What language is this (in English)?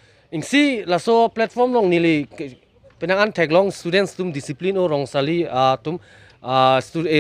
Karbi